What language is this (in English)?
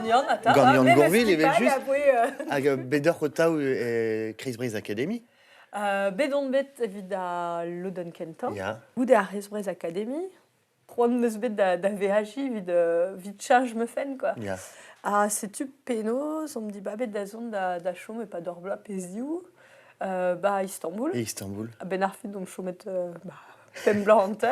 Breton